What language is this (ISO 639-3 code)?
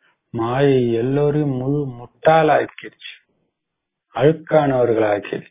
tam